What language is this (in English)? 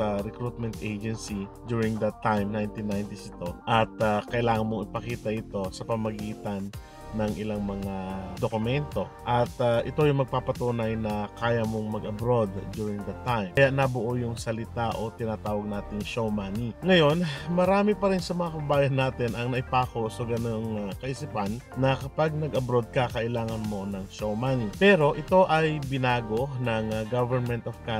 Filipino